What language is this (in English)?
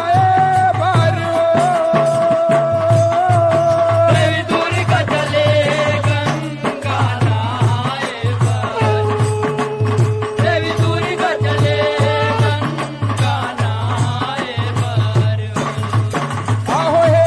Chhattisgarhi